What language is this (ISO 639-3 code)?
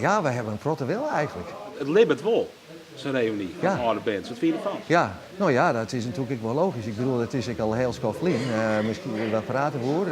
fry